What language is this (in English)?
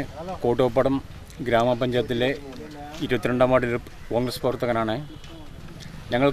Malayalam